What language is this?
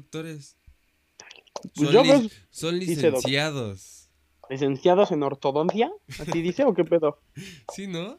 Spanish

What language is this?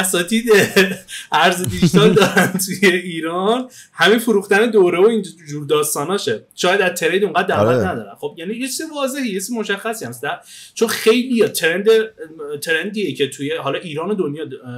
Persian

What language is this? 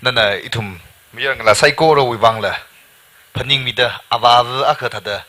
Tangkhul Naga (India)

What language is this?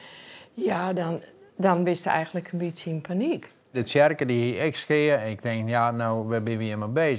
Western Frisian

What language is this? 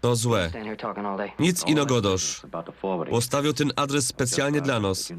Silesian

